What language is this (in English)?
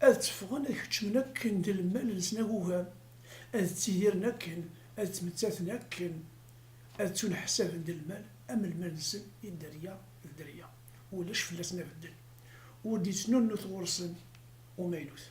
Kabyle